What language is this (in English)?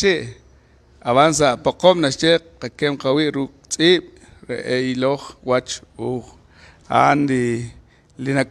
Kekchí